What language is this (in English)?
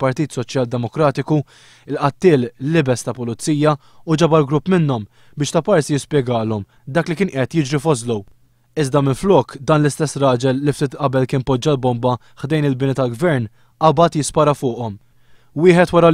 Maltese